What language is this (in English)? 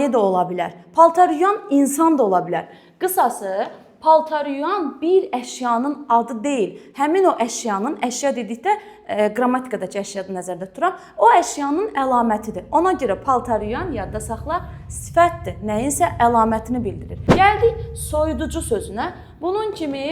Azerbaijani